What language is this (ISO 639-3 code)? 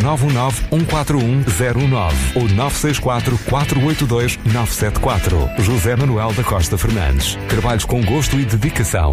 por